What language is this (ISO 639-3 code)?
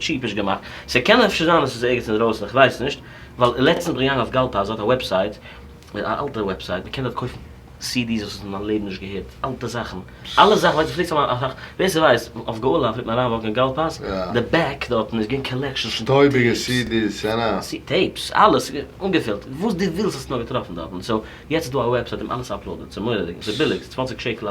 yid